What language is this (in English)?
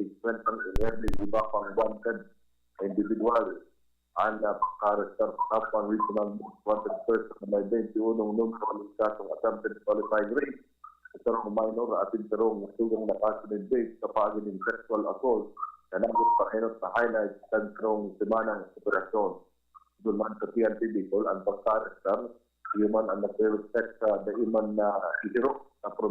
Bikol